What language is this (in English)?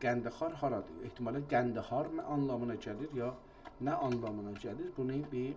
South Azerbaijani